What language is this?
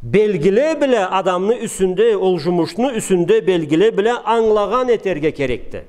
Karachay-Balkar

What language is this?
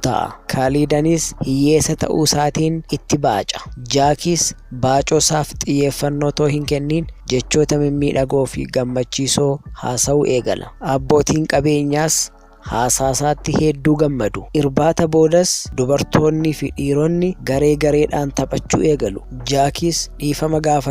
Oromo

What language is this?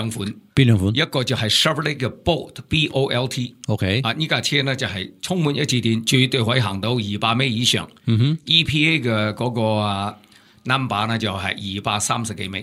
Cantonese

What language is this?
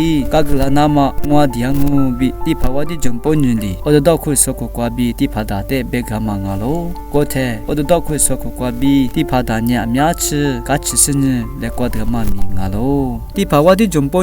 Lisu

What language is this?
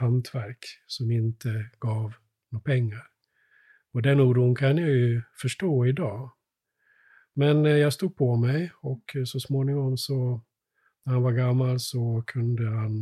Swedish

